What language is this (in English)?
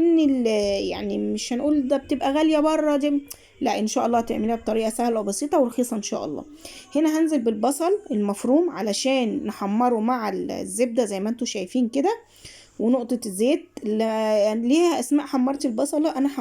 Egyptian Arabic